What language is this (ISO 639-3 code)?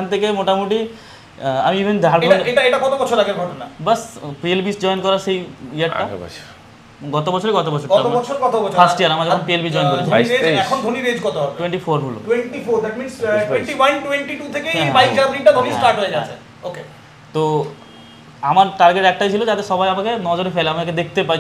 ben